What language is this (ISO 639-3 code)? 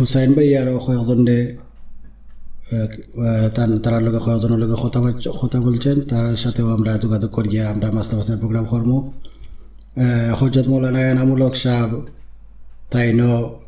syl